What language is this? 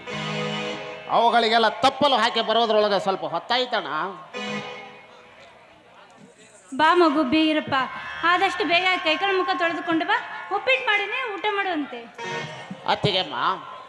Kannada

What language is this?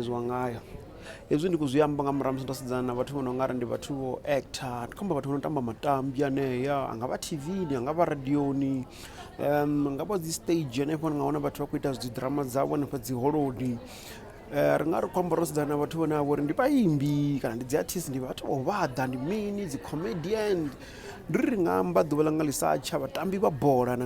Venda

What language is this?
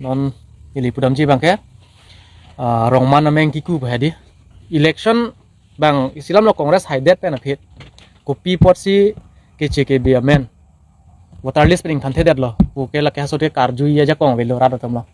Karbi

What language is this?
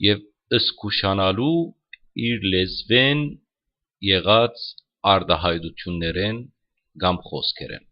Western Armenian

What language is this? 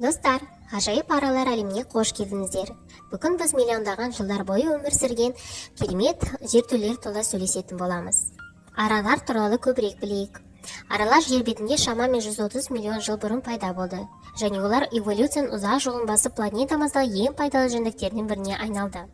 Kazakh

